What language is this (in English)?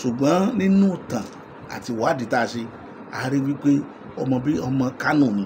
Yoruba